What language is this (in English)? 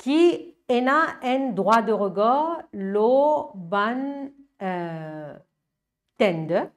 Morisyen